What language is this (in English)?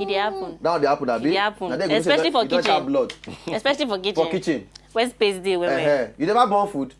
Nigerian Pidgin